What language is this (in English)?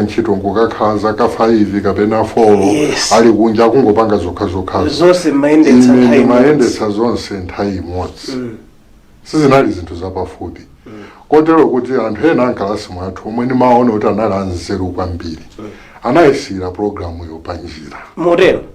Nyanja